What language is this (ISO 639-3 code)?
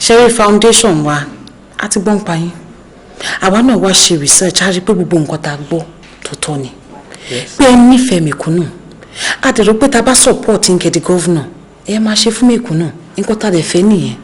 yor